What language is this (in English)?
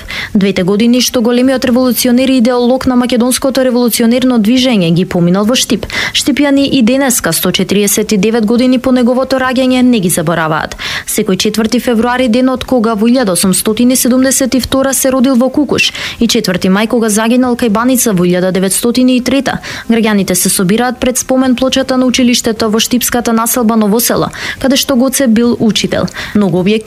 Macedonian